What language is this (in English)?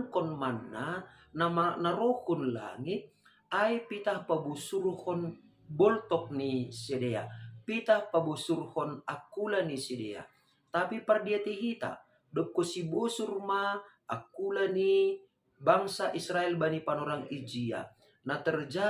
Batak Simalungun